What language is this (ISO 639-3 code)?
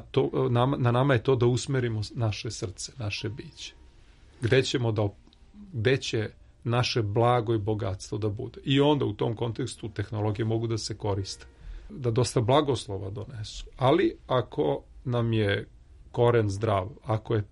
srp